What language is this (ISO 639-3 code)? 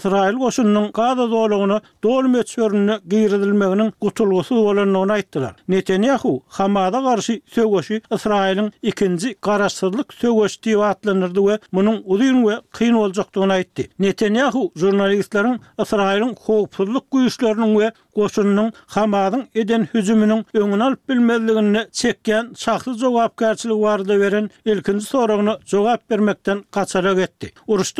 tuk